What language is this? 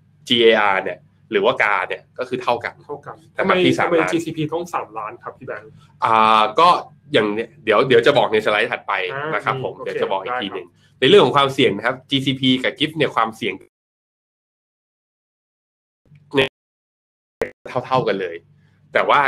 Thai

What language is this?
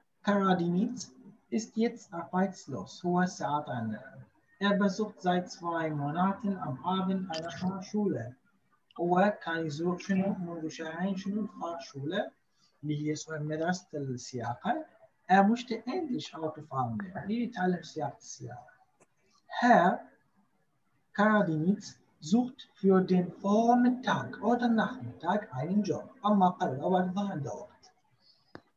Arabic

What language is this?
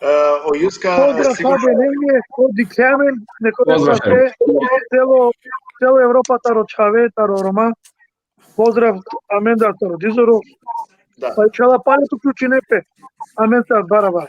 Balkan Romani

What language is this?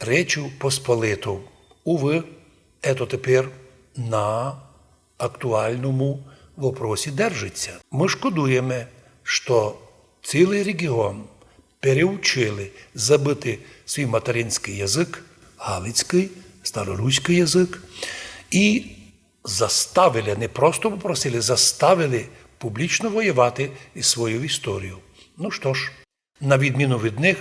Rusyn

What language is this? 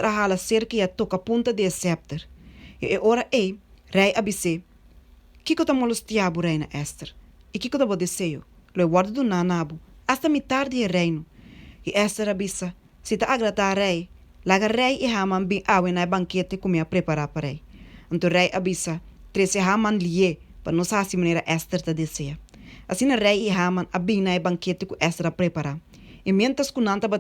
Papiamento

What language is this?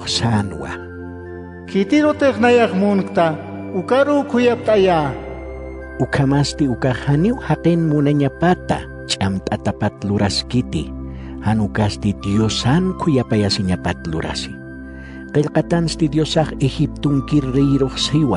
Aymara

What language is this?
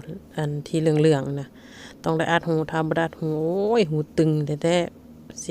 Lao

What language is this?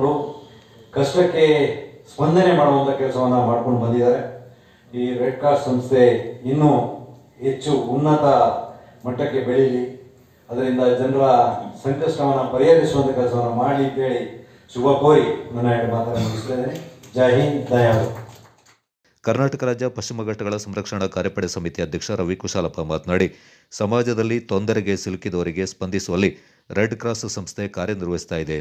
Kannada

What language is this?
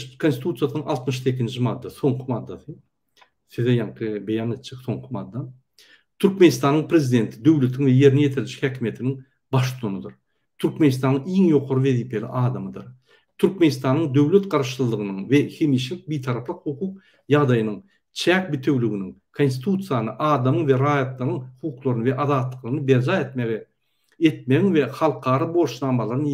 Turkmen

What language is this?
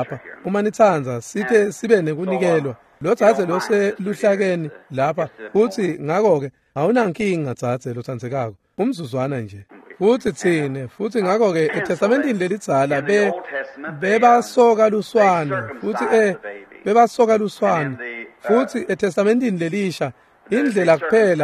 Swati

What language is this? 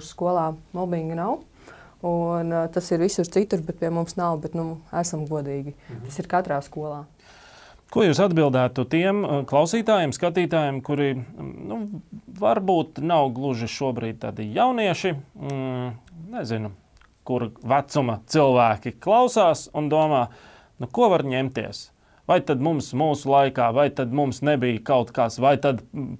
Latvian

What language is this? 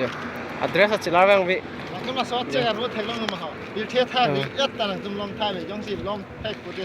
Karbi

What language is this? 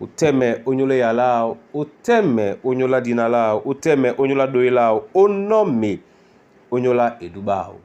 Duala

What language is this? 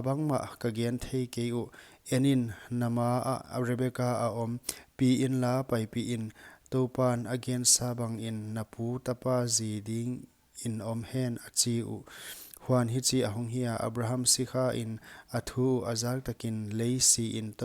Paite Chin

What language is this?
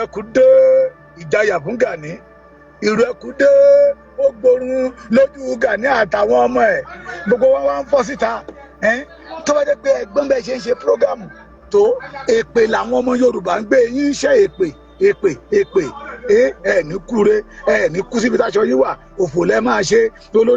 Yoruba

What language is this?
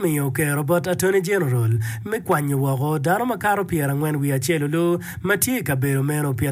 Acoli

